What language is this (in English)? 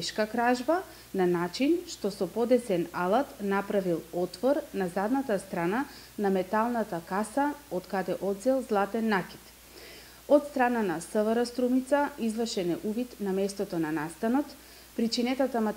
Macedonian